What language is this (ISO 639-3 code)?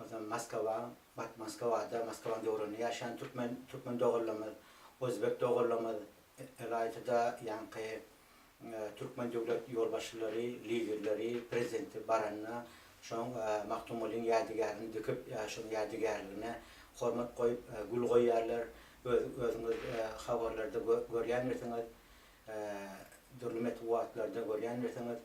tuk